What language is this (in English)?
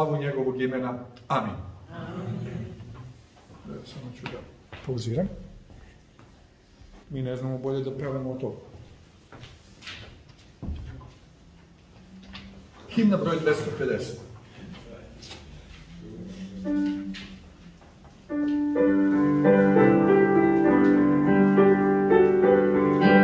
Serbian